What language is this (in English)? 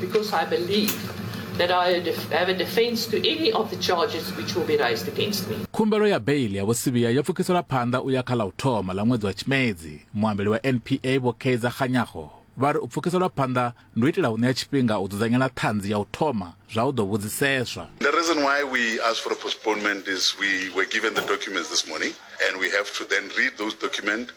Venda